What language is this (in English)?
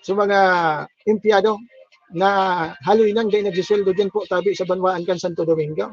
Bikol